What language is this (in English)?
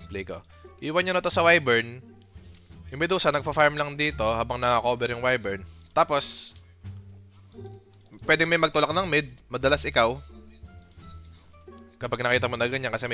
Filipino